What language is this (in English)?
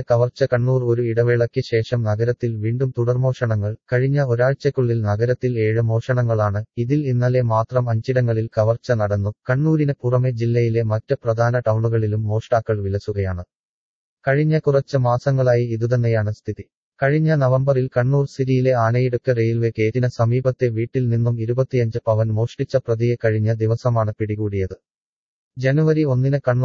Malayalam